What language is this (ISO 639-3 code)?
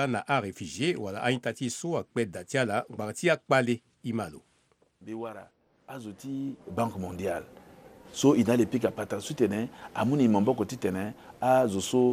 sag